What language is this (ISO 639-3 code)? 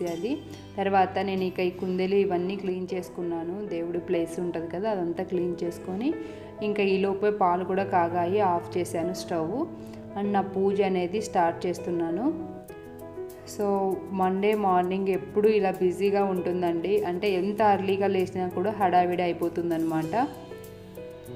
tel